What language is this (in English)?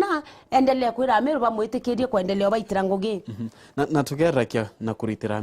Meru